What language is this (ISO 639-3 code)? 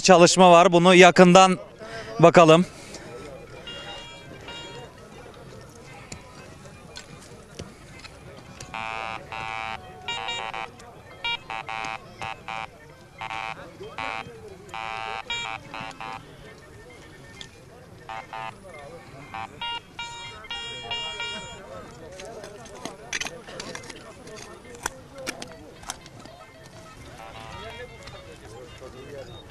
tur